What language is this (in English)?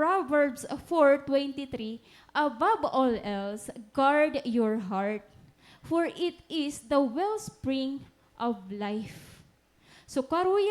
Waray